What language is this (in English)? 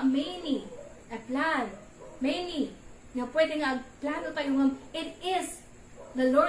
Iloko